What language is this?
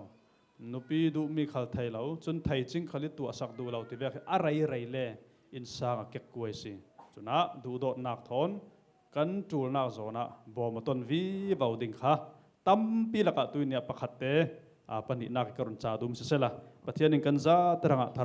Falam Chin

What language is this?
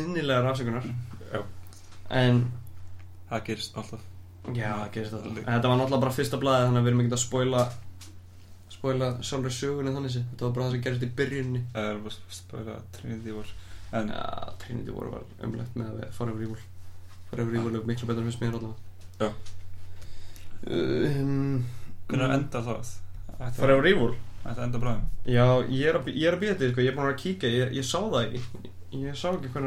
Icelandic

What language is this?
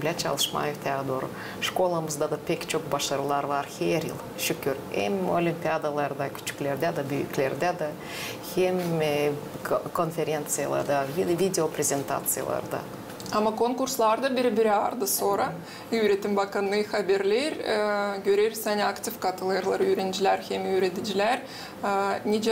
Gagauz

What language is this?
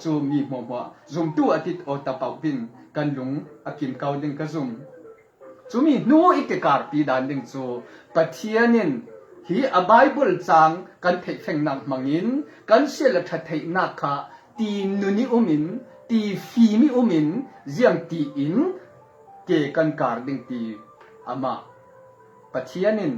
Falam Chin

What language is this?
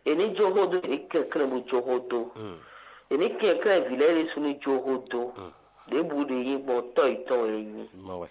Fon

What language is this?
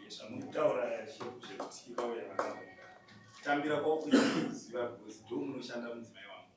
Shona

